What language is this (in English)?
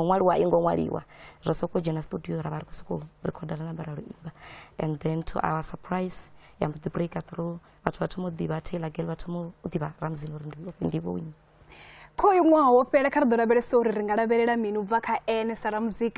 Venda